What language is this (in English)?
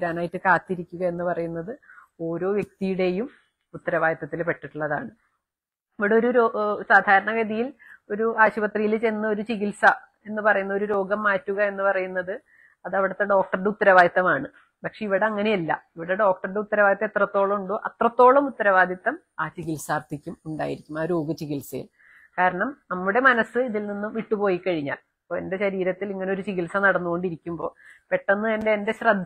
Malayalam